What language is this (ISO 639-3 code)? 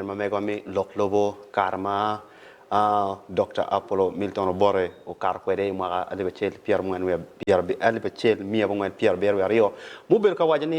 ach